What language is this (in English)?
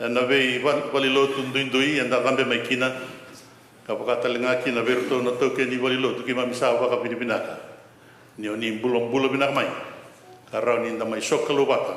Fijian